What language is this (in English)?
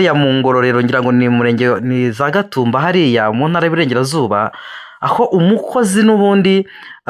Kinyarwanda